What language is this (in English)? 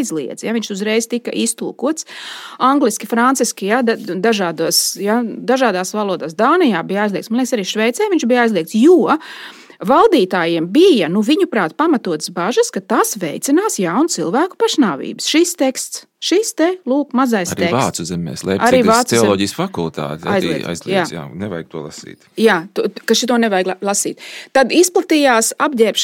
Latvian